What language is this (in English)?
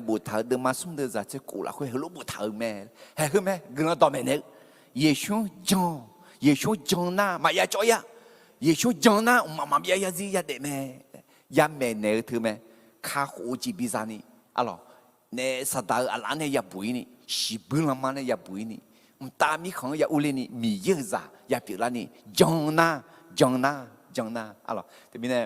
Akha